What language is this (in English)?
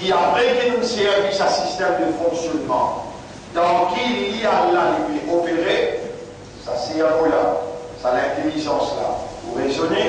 Morisyen